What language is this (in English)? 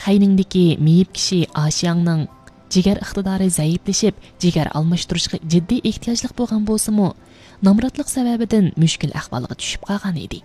Uyghur